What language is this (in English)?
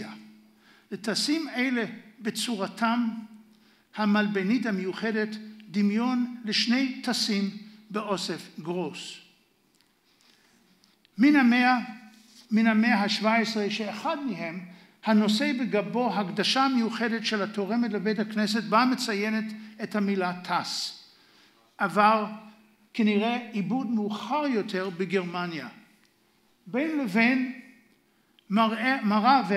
Hebrew